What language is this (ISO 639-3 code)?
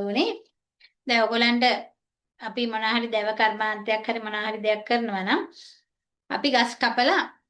sin